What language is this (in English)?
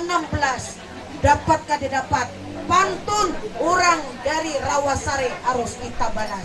Banjar